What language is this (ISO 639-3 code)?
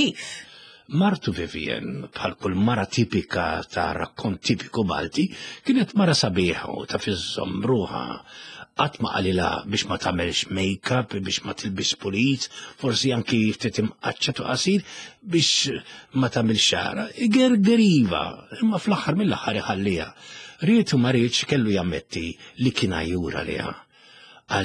mlt